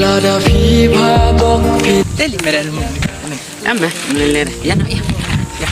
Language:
Khasi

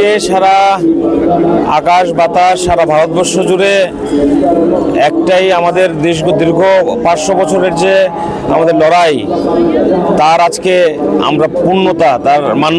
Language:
Bangla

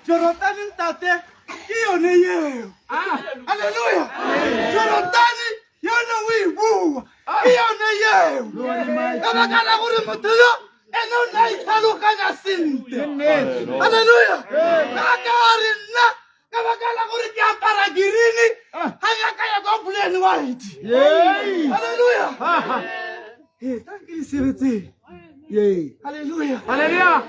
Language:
Tswana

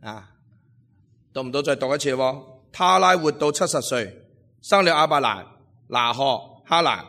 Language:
Cantonese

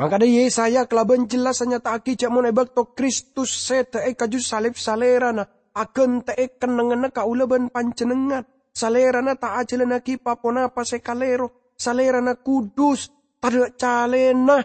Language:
Madurese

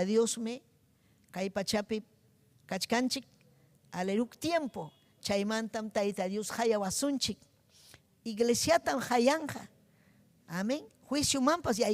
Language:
Ayacucho Quechua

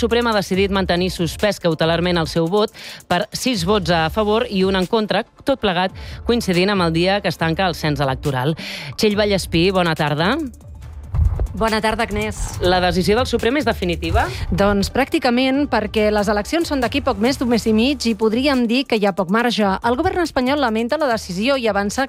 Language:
Catalan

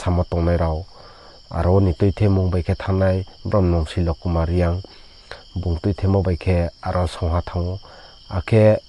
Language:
Riang (India)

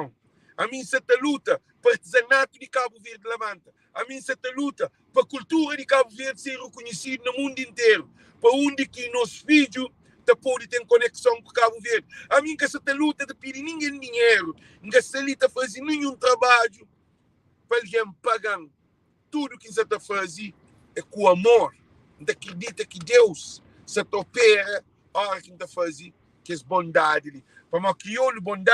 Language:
Kabuverdianu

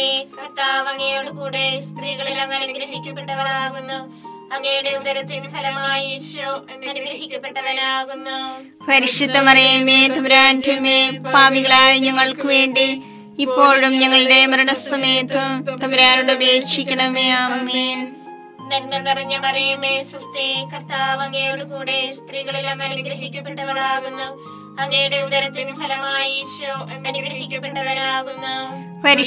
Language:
Malayalam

